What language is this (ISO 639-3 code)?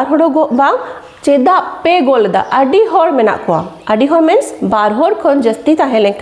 sat